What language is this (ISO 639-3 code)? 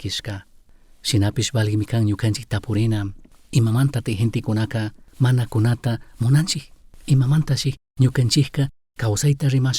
qug